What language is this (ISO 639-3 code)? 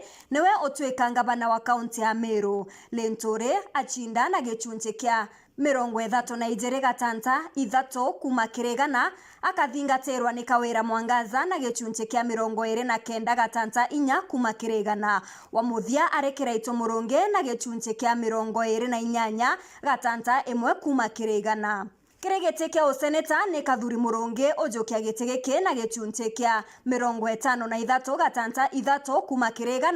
mer